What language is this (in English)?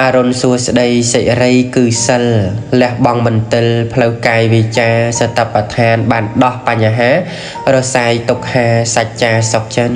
Khmer